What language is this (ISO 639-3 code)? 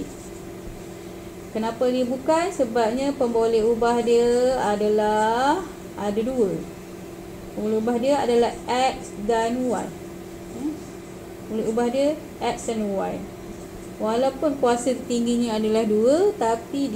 msa